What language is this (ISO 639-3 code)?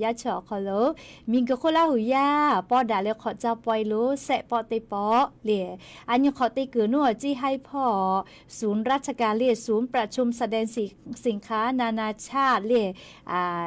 lhu